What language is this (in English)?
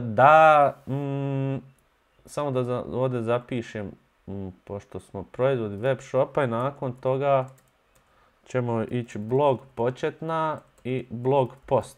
Bosnian